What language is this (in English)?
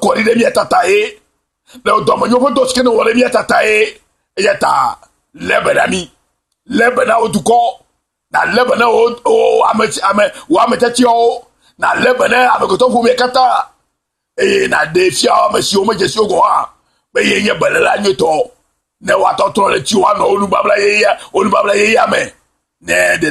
Ewe